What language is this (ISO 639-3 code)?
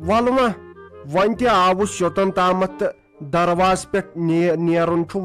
kas